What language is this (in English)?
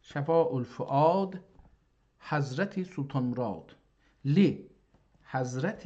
South Azerbaijani